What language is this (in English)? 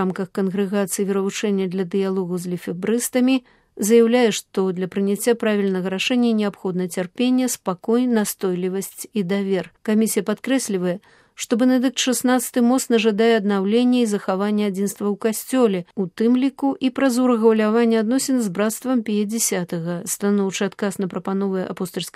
Belarusian